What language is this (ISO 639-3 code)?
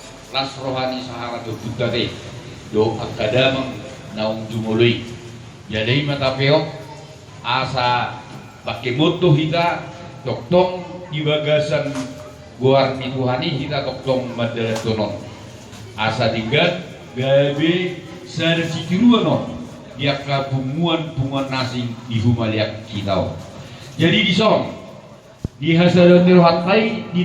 bbc